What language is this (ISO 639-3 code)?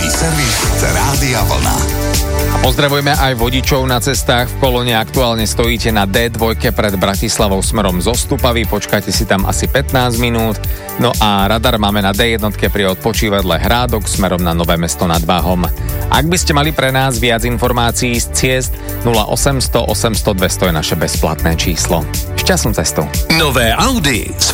slk